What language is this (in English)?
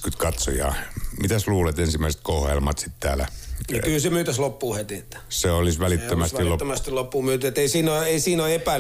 Finnish